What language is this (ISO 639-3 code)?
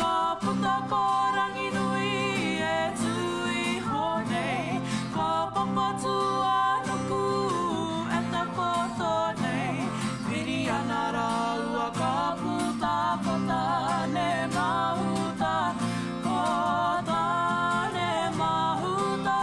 mri